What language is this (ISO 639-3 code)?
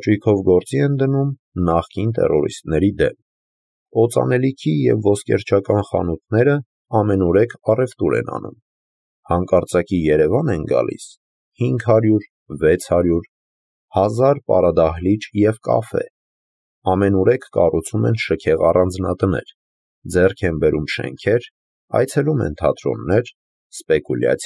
hye